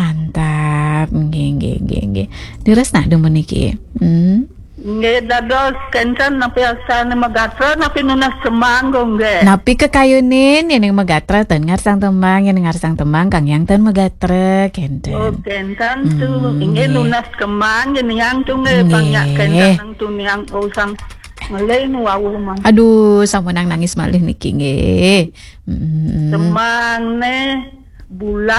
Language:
Balinese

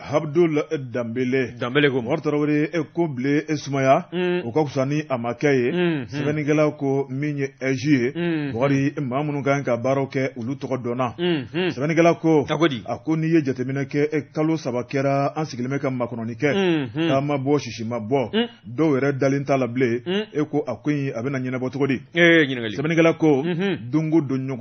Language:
Bambara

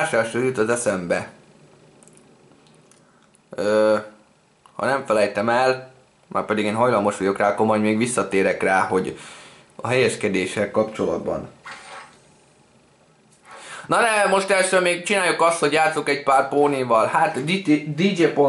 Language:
Hungarian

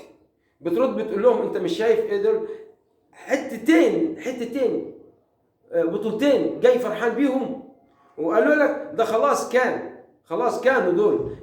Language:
Egyptian Arabic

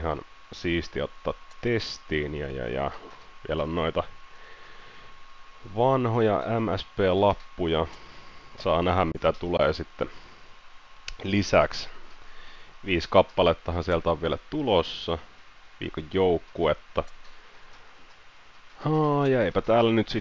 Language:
Finnish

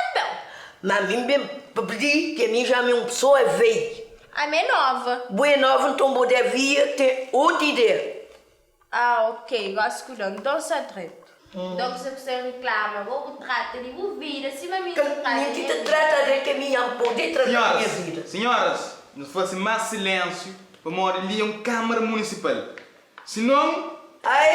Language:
Kabuverdianu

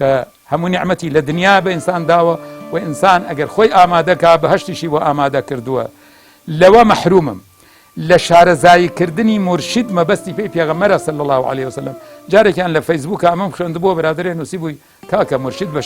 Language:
Central Kurdish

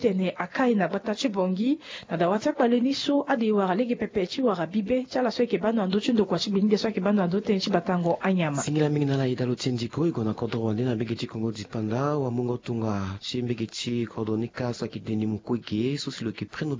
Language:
Sango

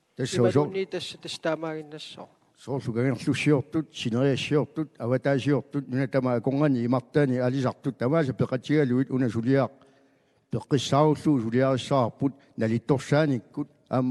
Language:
Kalaallisut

